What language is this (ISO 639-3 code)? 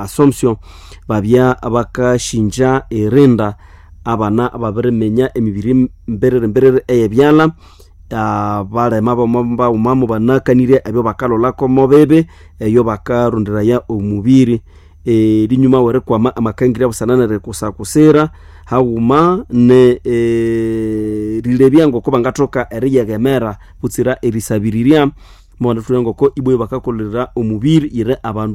nnb